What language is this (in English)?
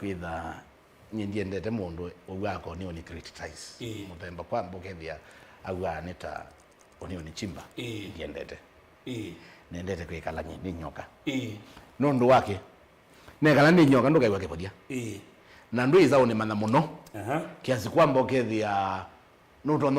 Kamba